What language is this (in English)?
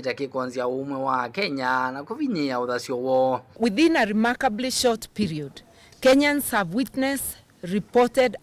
Kamba